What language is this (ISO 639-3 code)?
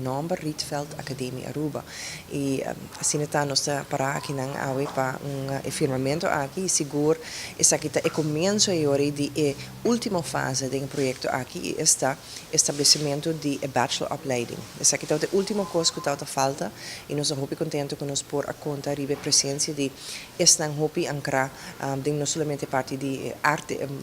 pap